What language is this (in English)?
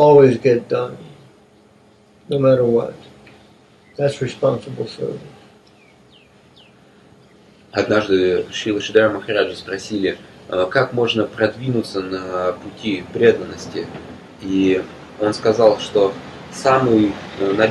Russian